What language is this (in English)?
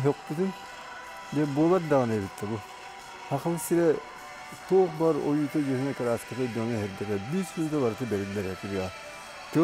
Yakut